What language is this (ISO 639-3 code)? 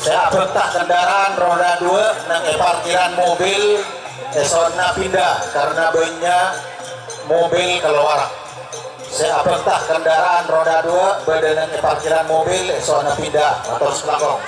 mad